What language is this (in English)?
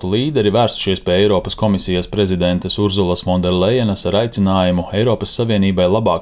Latvian